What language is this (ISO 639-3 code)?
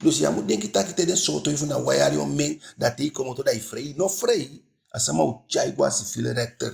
djk